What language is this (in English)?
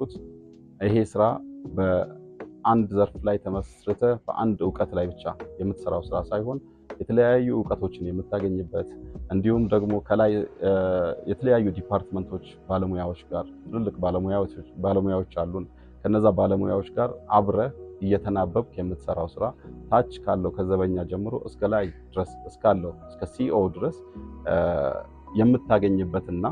Amharic